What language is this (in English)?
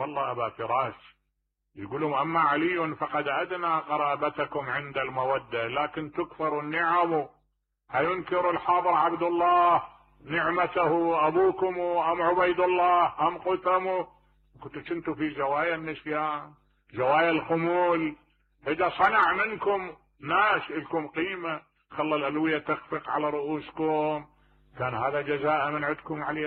Mesopotamian Arabic